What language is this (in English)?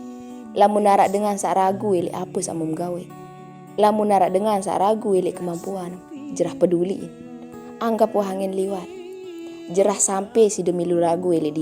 Sasak